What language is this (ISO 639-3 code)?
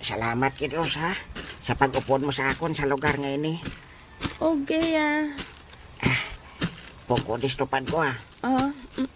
hil